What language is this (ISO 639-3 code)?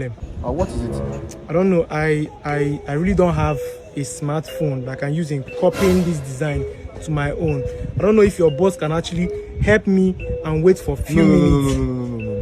pcm